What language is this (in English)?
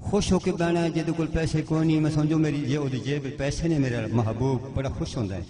Saraiki